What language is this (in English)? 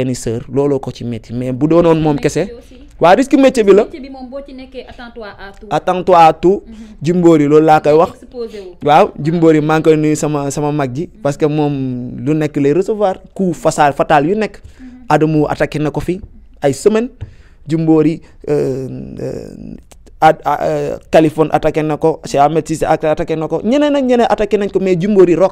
Wolof